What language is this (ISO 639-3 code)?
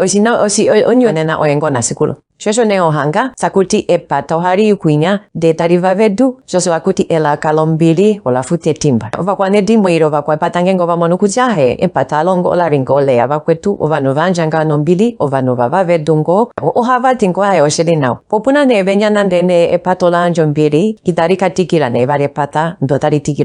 ndo